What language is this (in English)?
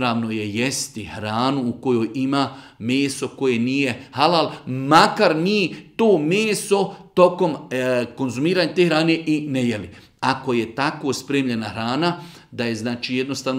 Bosnian